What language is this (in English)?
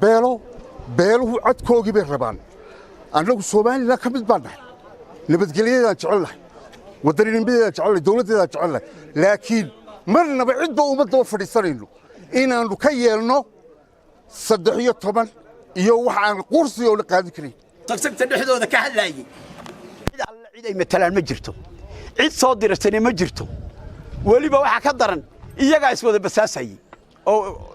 Somali